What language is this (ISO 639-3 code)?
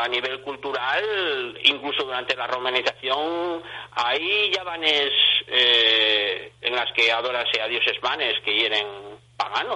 ast